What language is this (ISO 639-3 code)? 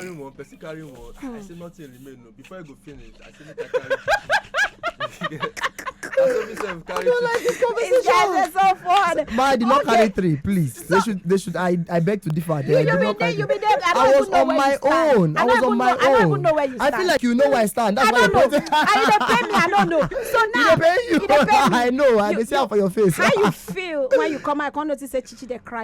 pcm